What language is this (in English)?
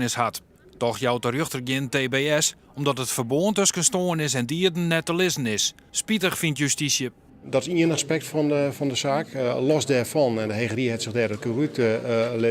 Western Frisian